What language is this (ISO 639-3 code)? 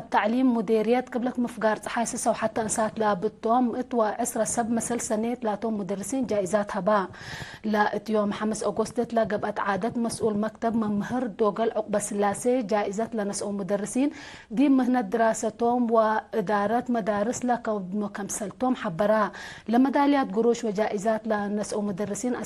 tig